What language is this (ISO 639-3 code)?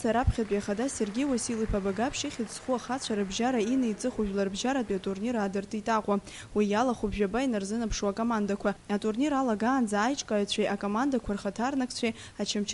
abk